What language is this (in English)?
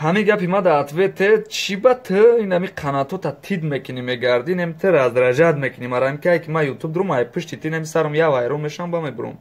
Tajik